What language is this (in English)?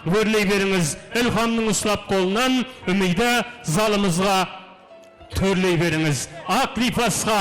Kara-Kalpak